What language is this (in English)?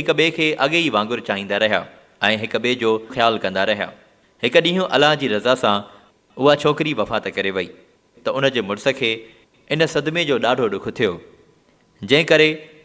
Sindhi